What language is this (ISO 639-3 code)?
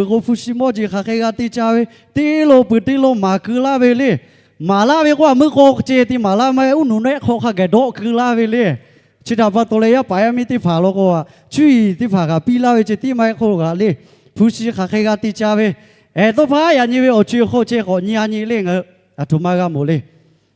lhu